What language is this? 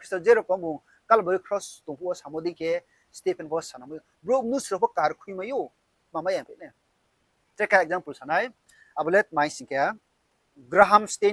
Riang (India)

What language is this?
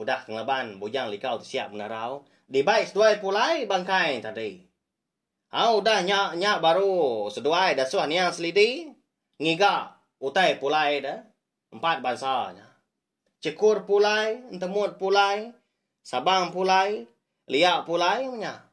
Iban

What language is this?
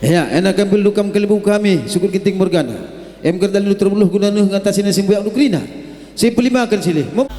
Batak Karo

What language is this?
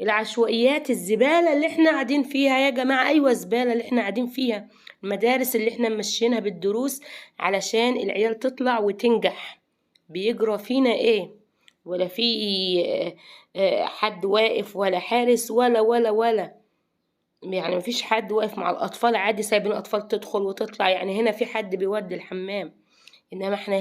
Egyptian Arabic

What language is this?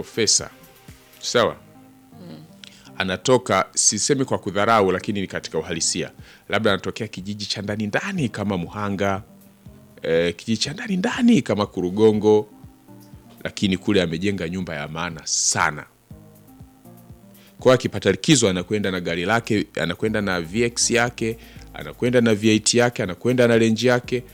Swahili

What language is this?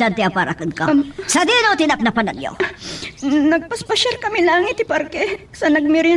Iloko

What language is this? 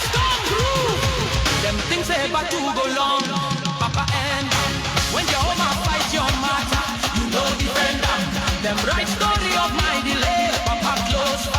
Nigerian Pidgin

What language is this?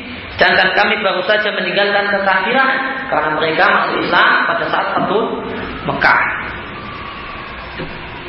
Indonesian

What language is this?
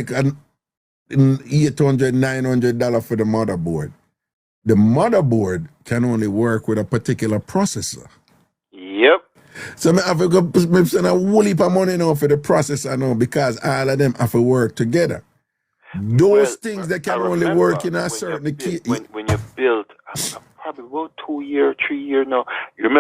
Jamaican Creole English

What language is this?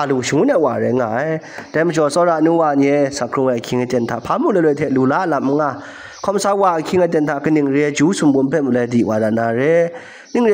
Kachin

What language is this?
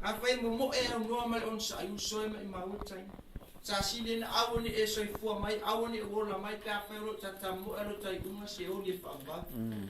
Samoan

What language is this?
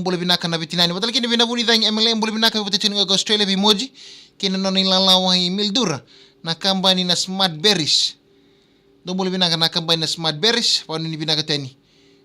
Fijian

